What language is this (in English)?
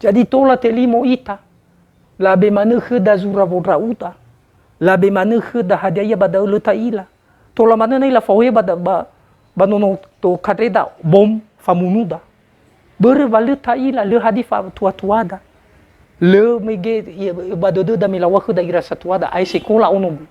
Nias